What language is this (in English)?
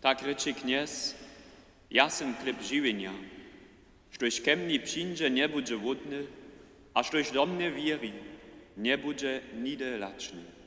Upper Sorbian